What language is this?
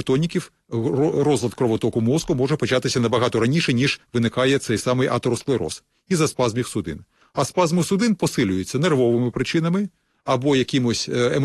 Ukrainian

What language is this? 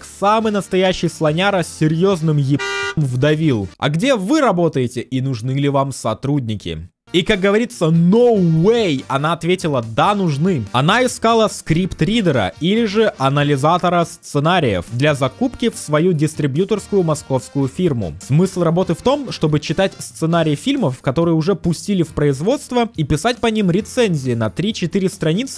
Russian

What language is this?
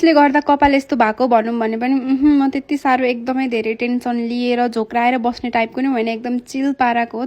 Nepali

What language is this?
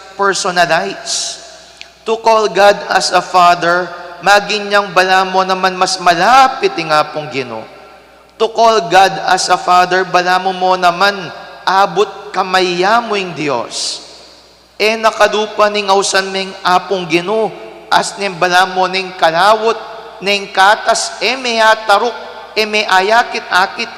Pampanga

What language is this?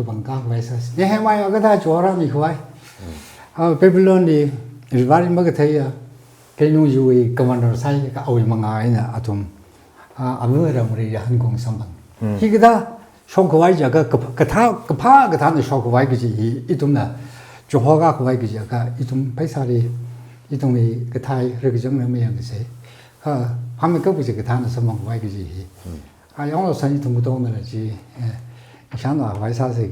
Tangkhul Naga (India)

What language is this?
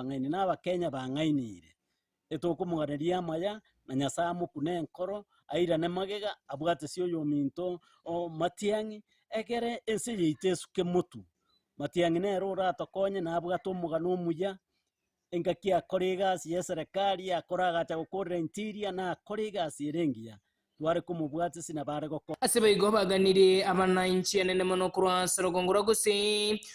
Gusii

